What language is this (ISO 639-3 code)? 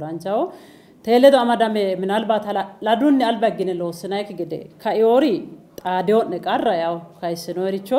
sid